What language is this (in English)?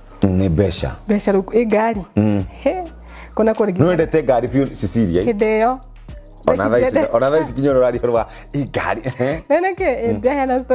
Kikuyu